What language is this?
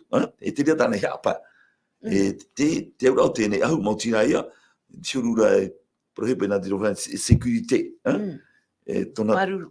Tahitian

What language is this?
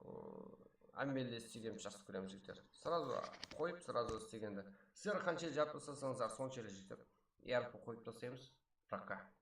Kara-Kalpak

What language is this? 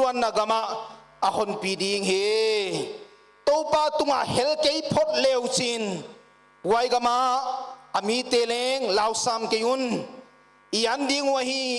Paite Chin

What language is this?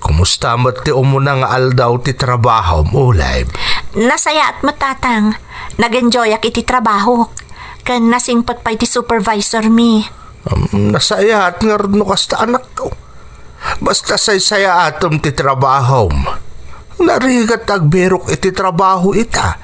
Iloko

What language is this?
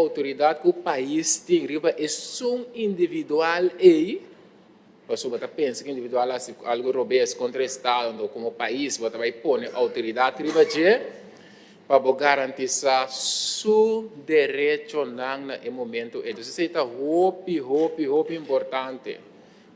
Papiamento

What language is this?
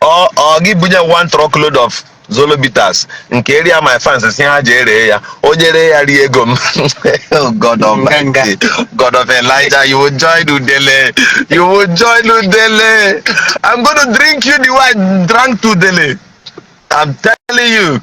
Igbo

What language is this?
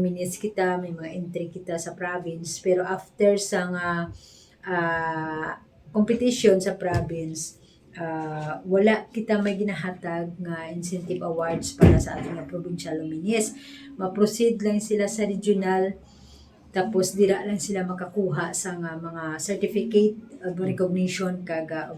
Hiligaynon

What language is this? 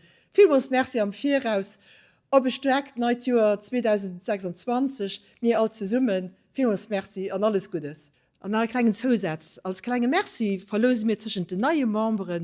Luxembourgish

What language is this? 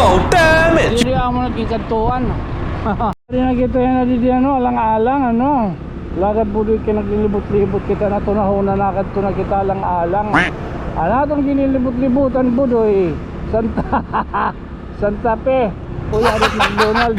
Waray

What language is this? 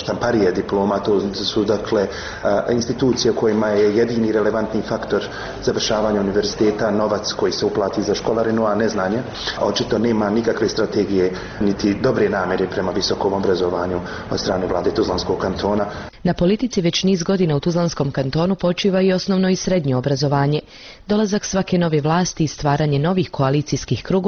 Bosnian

